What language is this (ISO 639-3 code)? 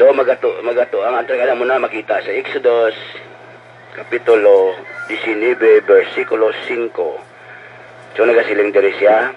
hil